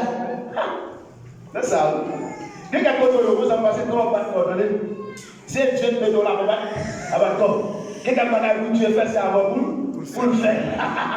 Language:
Haitian Creole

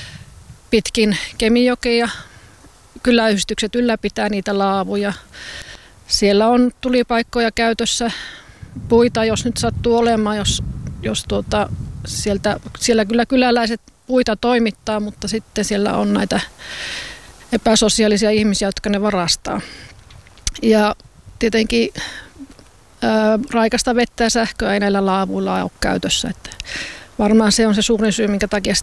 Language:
Finnish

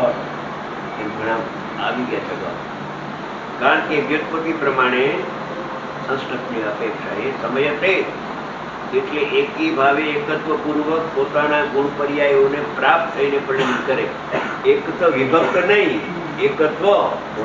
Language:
Gujarati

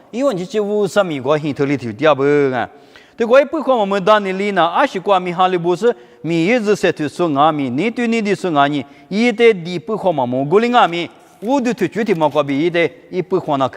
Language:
Lisu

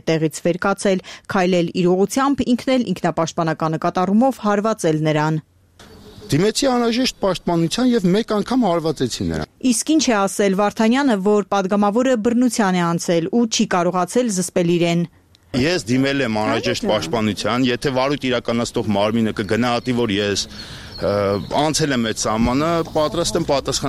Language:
Armenian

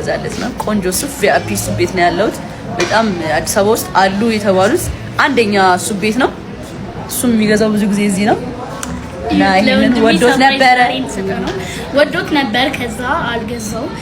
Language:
Amharic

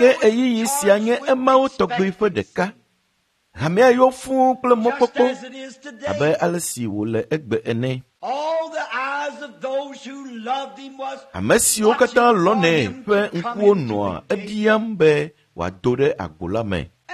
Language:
Ewe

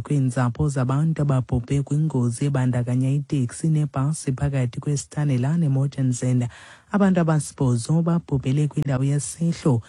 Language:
Xhosa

